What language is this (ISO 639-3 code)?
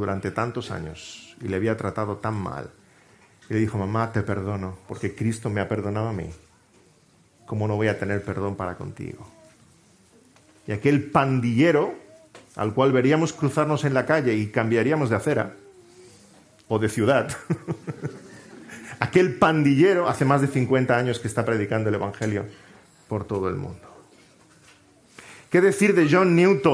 spa